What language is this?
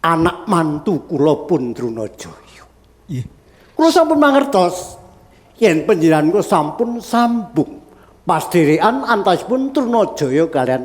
Javanese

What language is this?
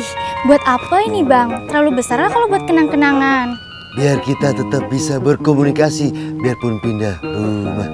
Betawi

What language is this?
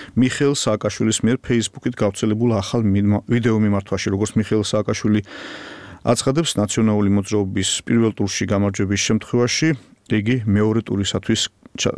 Georgian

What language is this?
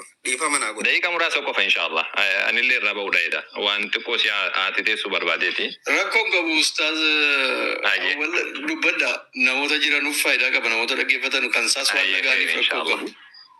Oromo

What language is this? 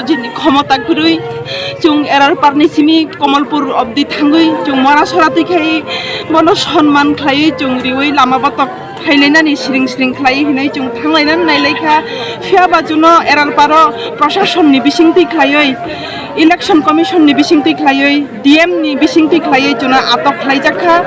Kok Borok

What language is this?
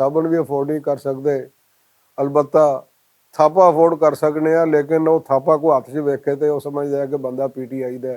Western Panjabi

